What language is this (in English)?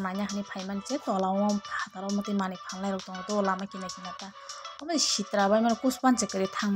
Kok Borok